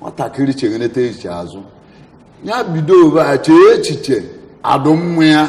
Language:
Igbo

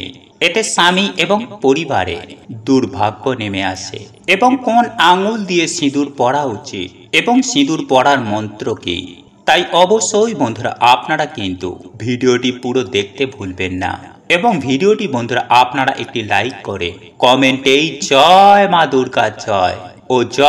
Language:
Bangla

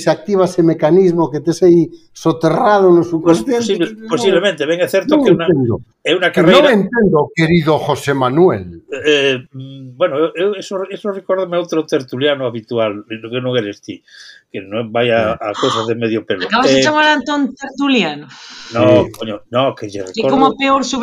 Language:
Galician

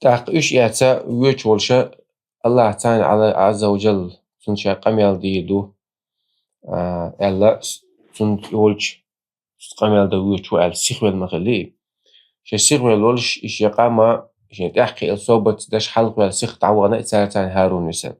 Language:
Chechen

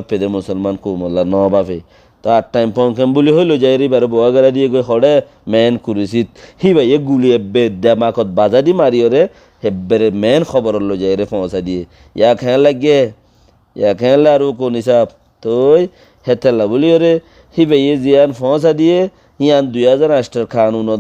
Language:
Rohingya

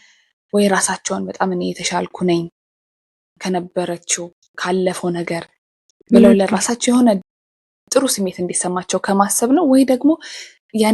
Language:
Amharic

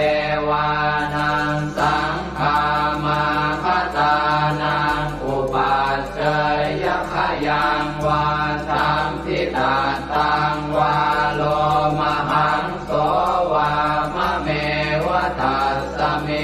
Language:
Pali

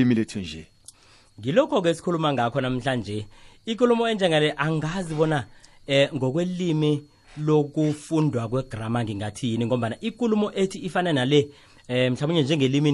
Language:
South Ndebele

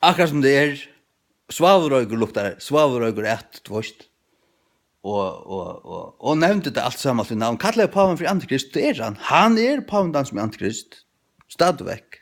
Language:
Faroese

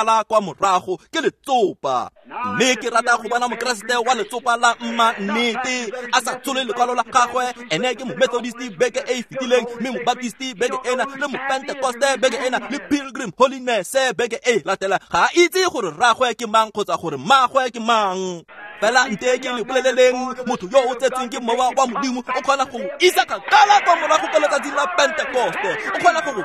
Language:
Tswana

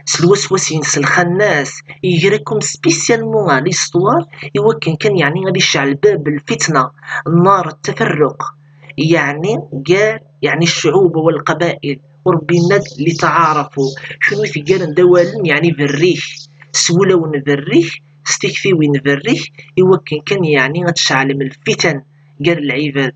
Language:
Kabyle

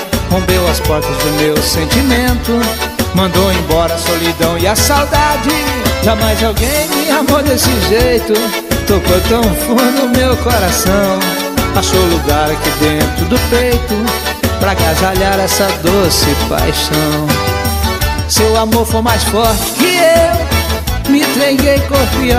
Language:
Portuguese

